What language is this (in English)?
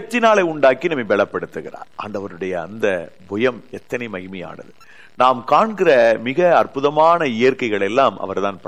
Tamil